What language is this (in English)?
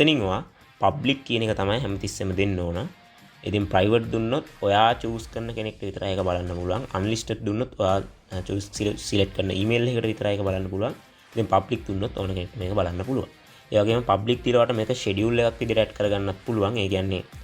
Sinhala